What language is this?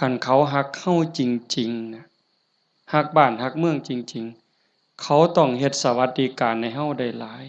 Northeastern Thai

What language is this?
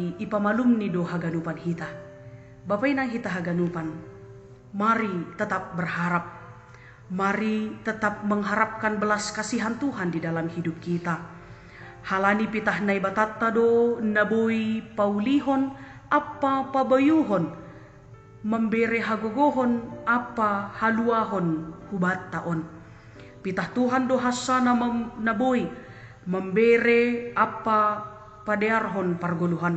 Batak Simalungun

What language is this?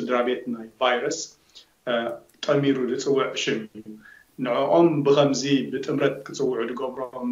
Tigrinya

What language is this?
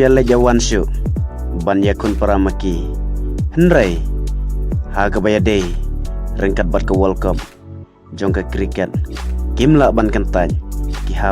Khasi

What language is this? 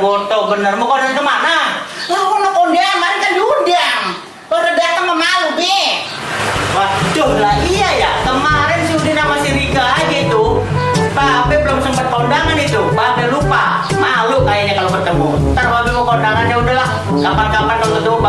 Betawi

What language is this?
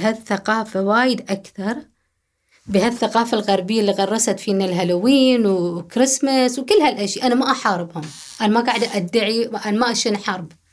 Gulf Arabic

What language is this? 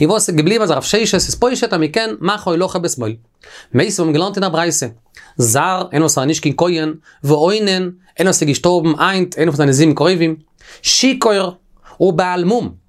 Yiddish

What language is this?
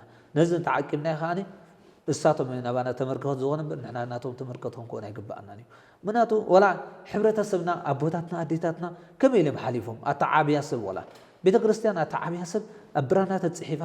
Tigrinya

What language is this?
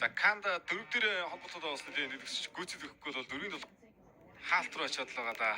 Mongolian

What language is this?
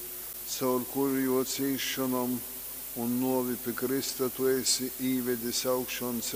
Latgalian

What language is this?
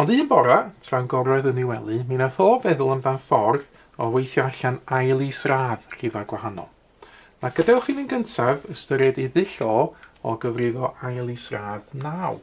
Welsh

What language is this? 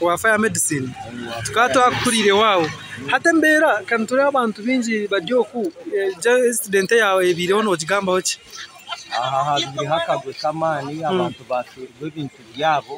Nyankole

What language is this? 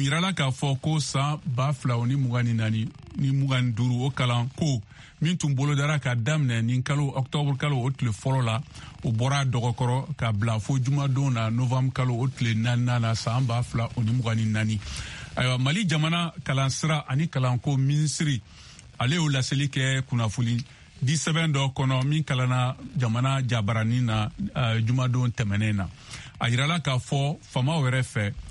Bambara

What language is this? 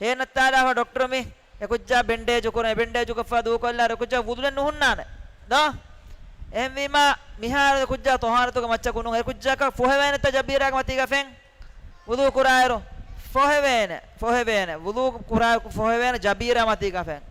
Divehi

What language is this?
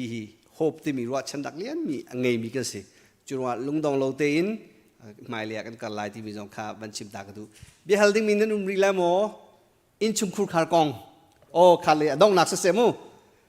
Hakha Chin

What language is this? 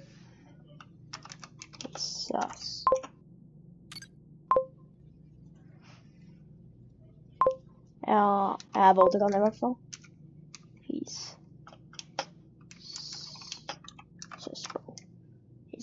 Norwegian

